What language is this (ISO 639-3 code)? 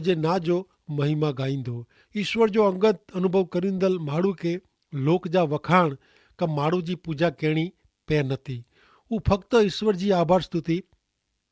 kfr